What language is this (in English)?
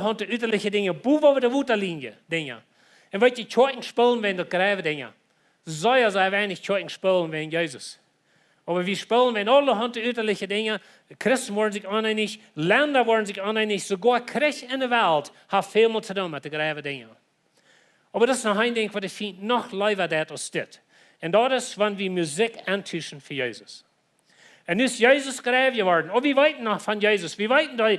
Plautdietsch